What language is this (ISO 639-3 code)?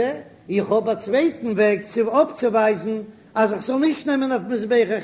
yid